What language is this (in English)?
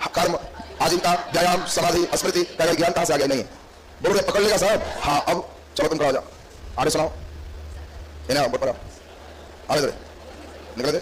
Hindi